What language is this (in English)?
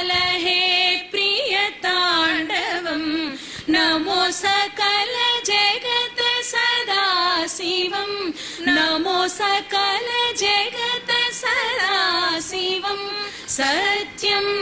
Telugu